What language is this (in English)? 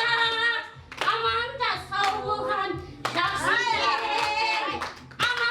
Kara-Kalpak